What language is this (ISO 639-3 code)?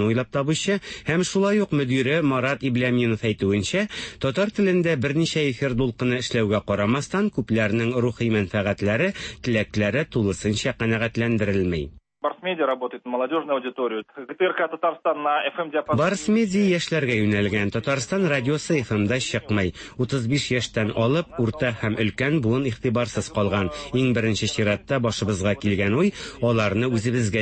tat